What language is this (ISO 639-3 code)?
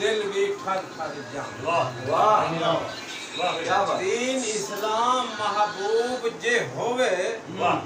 skr